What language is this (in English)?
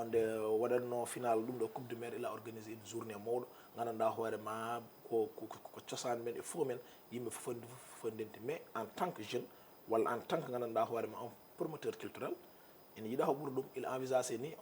Fula